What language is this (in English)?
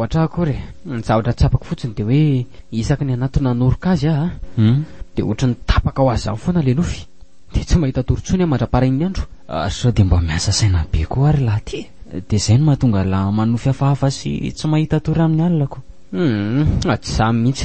Malagasy